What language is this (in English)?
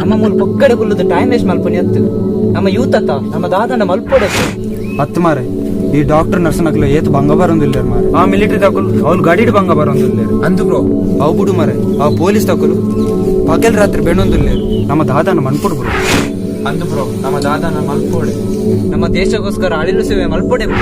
Tulu